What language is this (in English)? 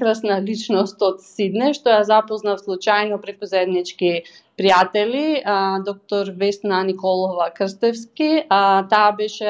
Macedonian